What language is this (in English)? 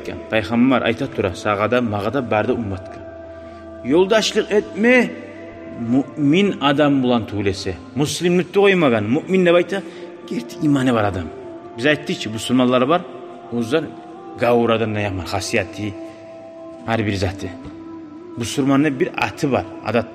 Kumyk